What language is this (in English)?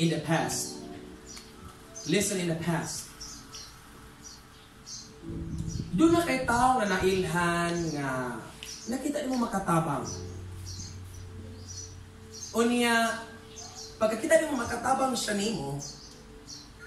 Cebuano